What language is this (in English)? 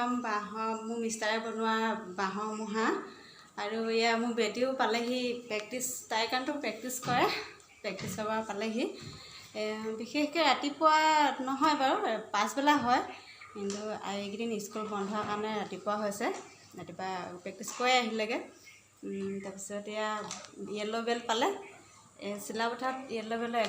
Assamese